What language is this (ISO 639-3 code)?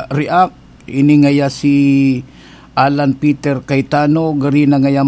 bik